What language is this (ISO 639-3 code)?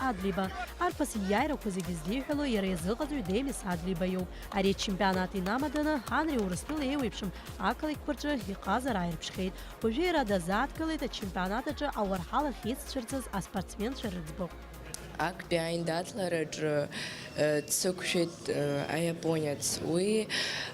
abk